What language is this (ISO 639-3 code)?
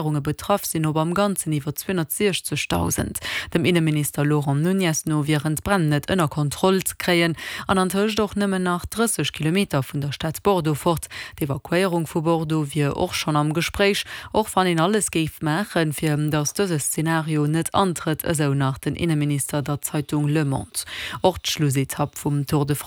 ltz